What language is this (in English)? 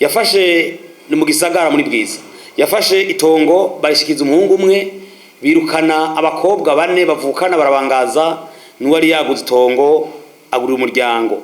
Rundi